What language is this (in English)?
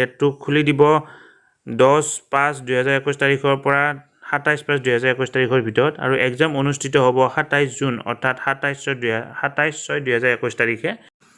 Assamese